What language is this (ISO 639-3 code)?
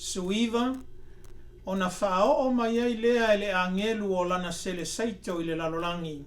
smo